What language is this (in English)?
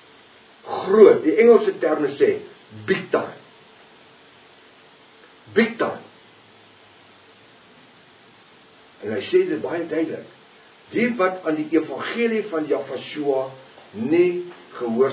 Afrikaans